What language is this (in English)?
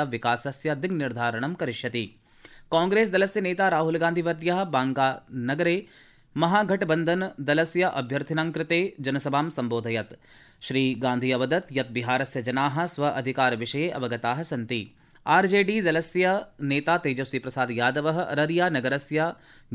Sanskrit